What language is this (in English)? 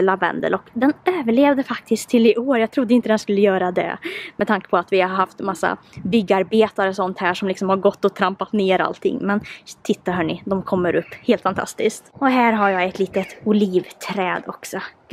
Swedish